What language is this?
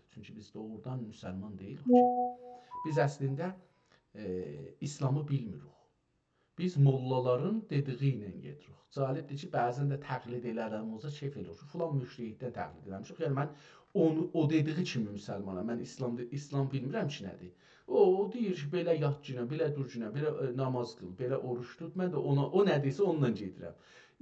South Azerbaijani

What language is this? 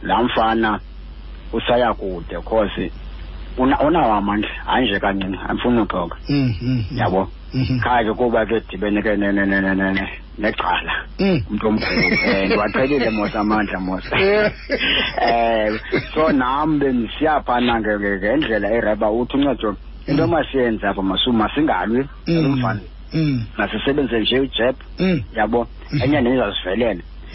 Xhosa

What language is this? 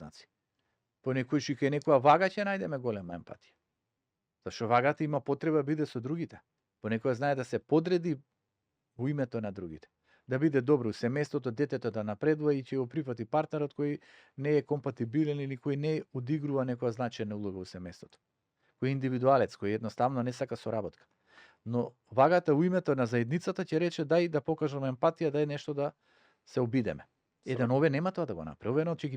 Macedonian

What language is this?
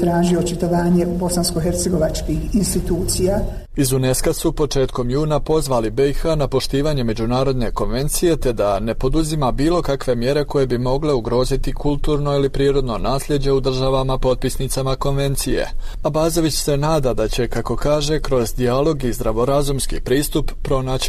Serbian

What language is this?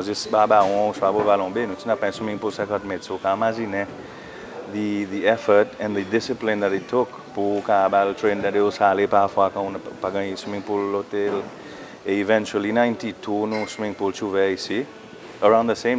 Seselwa Creole French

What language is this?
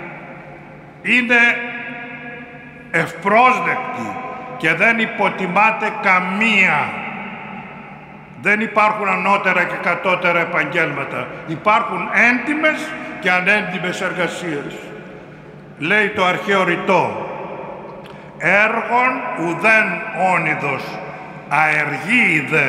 Greek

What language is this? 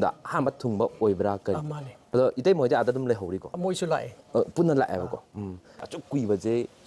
Manipuri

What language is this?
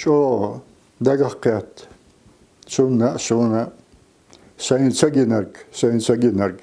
Chechen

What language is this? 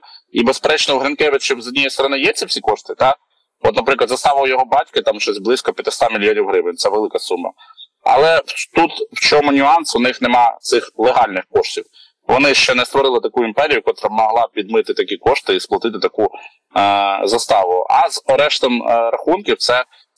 Ukrainian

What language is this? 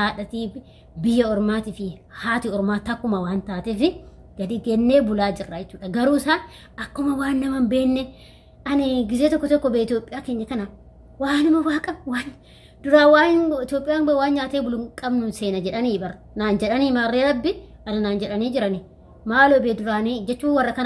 Oromo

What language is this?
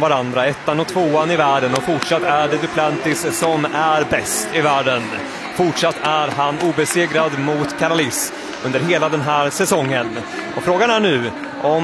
Swedish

